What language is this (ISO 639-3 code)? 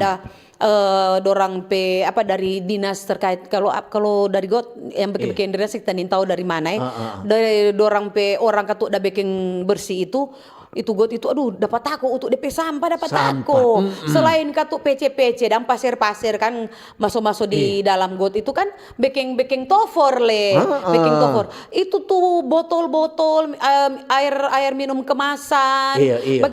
xmm